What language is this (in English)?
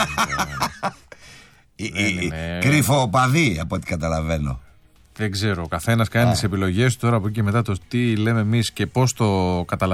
Greek